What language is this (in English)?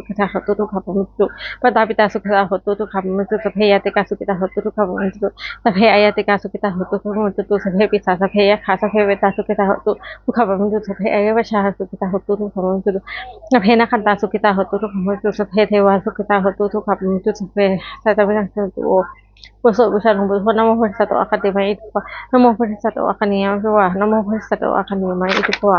Pali